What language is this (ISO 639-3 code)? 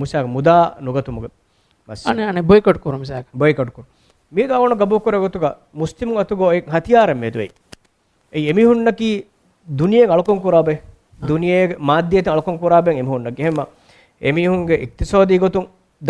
div